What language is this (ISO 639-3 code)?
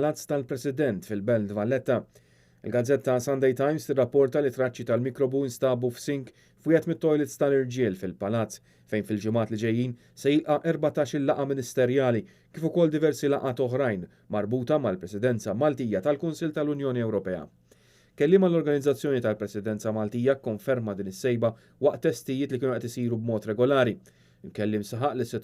mlt